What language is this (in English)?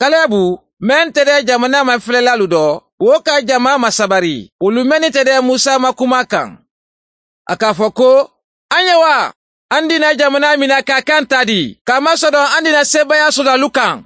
Mandingo